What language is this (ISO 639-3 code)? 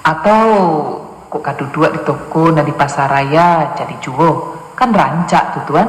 min